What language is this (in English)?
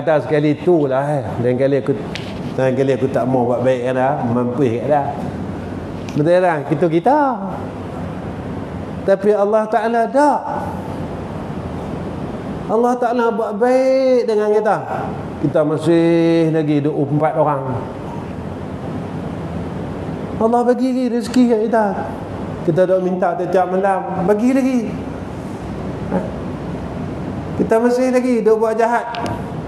Malay